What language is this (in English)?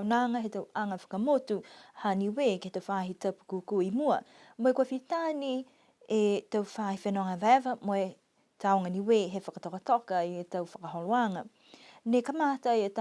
Niuean